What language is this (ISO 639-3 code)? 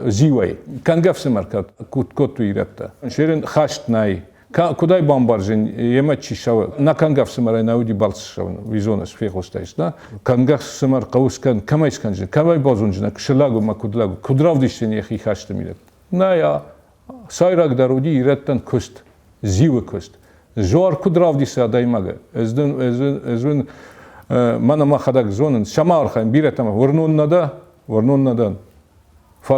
oss